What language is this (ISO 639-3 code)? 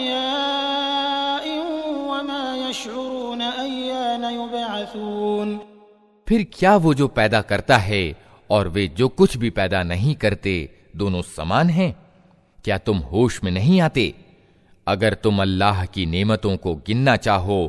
hin